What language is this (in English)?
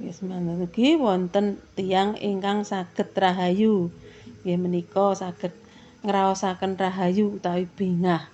Javanese